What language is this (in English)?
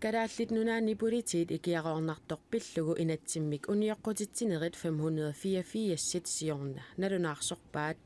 Kalaallisut